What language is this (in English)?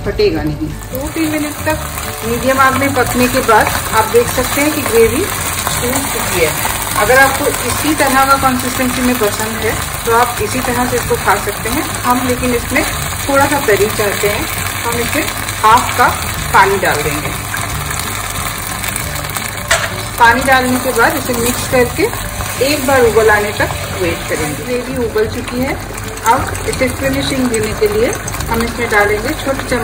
Hindi